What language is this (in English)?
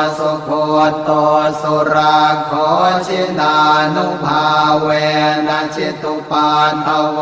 Pali